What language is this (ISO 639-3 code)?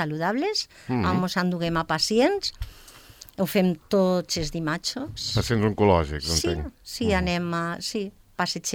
cat